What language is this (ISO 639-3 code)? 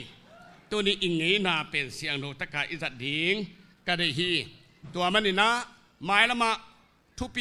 ctd